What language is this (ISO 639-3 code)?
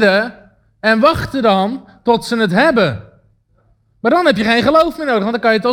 nld